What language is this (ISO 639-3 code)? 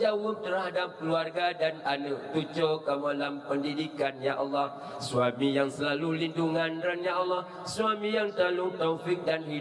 ace